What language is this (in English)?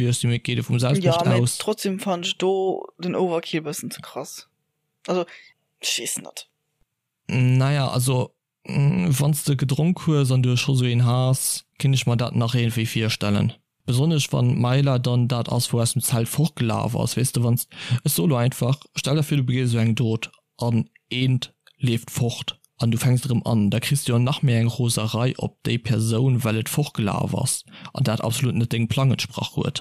Luxembourgish